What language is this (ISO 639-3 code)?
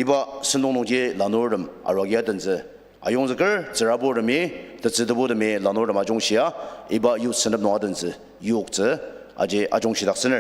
njo